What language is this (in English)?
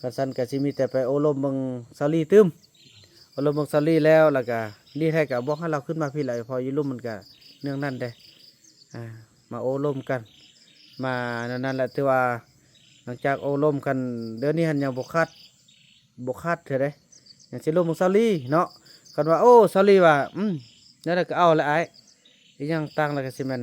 Lao